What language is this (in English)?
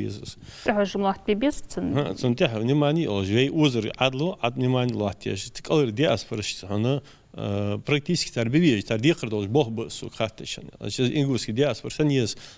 Ingush